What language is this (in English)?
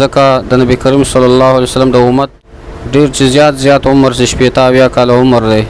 Pashto